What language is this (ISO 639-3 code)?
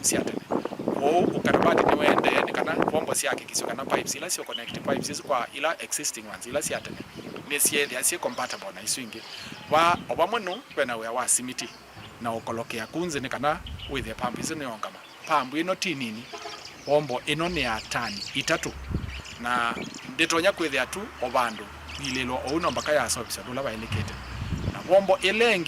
kam